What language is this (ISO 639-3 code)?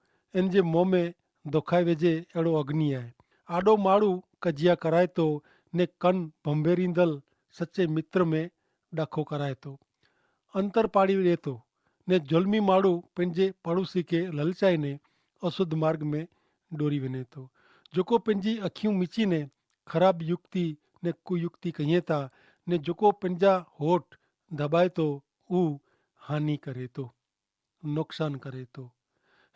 kfr